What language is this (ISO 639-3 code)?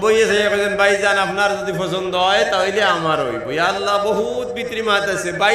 syl